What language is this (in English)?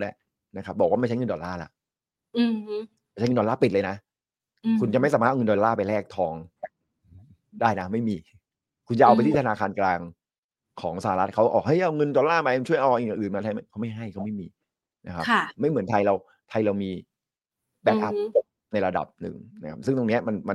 Thai